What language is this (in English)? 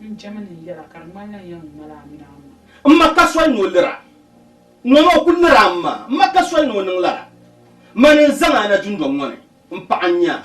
Dagbani